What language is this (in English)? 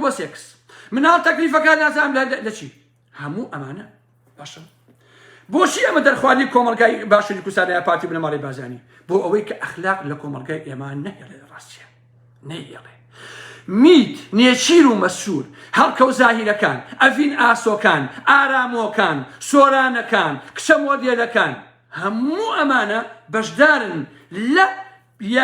Central Kurdish